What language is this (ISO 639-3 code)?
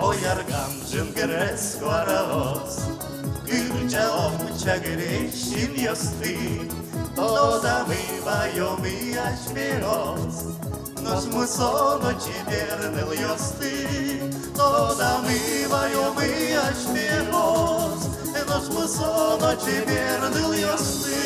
udm